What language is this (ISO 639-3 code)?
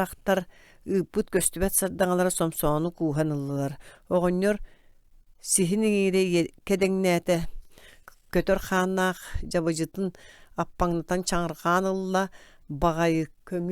sah